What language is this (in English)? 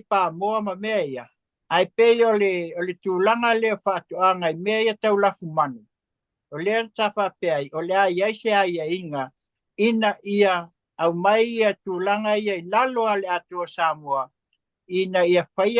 Samoan